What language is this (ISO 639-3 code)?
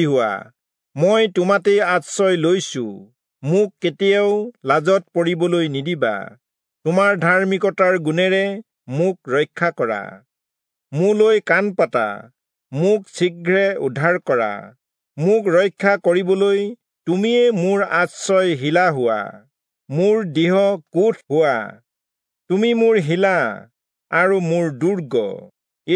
asm